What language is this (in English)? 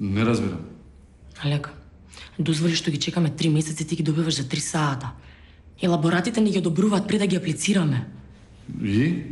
Macedonian